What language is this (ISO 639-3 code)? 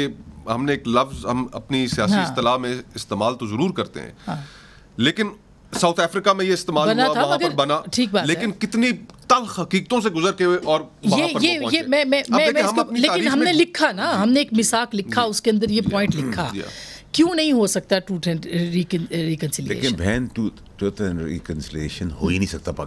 urd